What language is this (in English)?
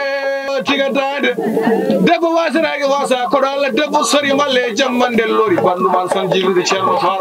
Fula